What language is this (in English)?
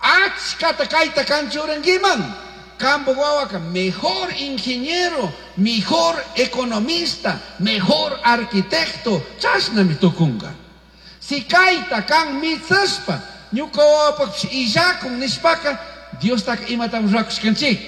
Chimborazo Highland Quichua